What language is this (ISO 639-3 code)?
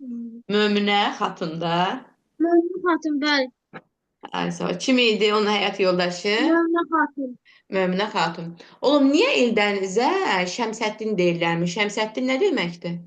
aze